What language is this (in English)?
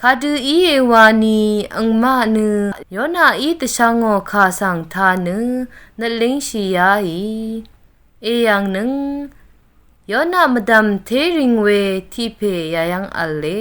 Rawang